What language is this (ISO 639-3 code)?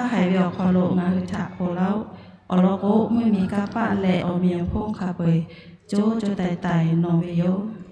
lhu